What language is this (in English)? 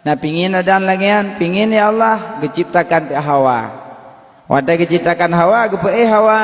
Achinese